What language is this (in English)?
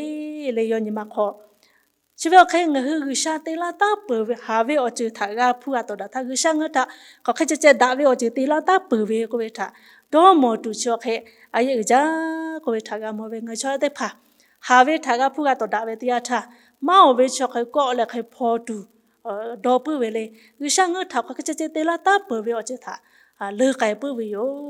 Lahu